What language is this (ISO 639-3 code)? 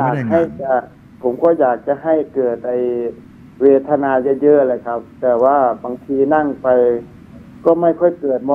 tha